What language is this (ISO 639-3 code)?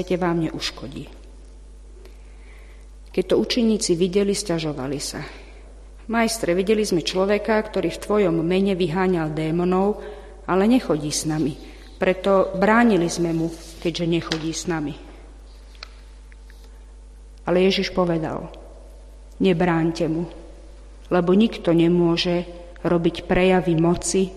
slk